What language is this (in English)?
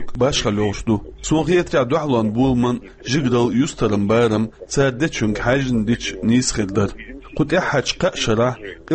Chechen